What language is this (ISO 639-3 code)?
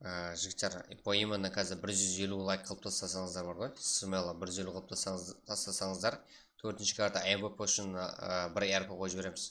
kaa